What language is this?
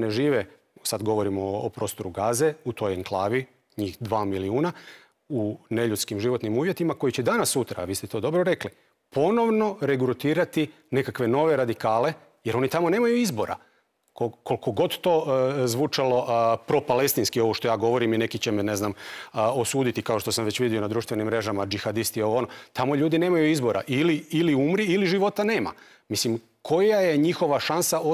Croatian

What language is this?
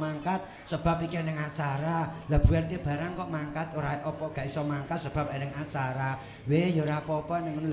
Javanese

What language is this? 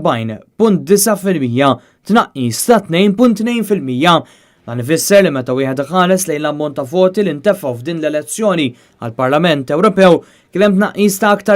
Maltese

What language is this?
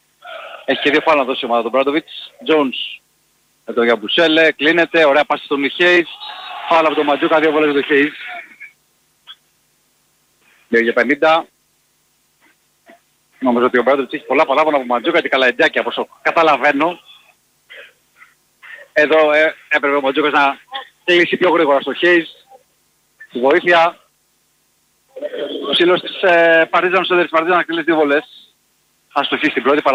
Greek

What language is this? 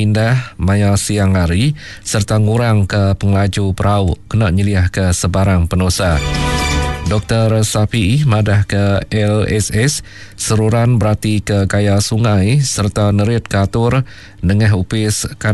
Iban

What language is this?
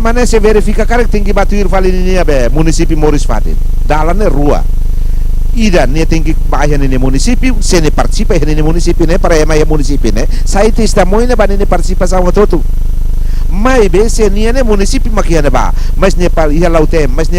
Tetum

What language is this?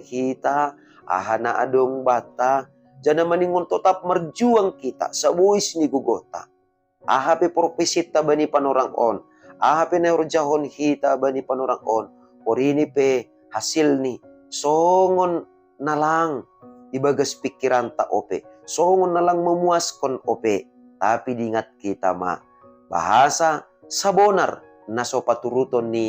Batak Simalungun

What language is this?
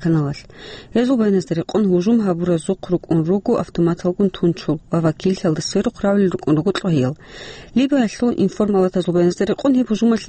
Avaric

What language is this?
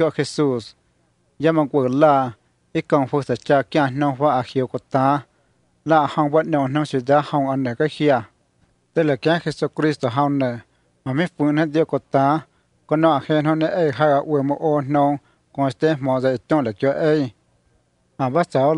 Vietnamese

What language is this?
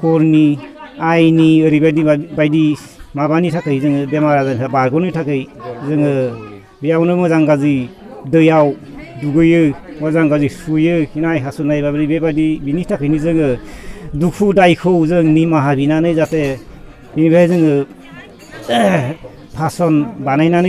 Bodo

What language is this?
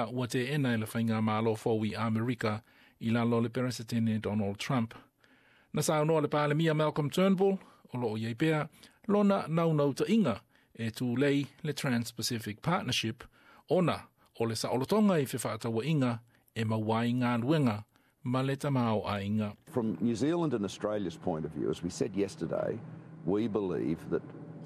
Samoan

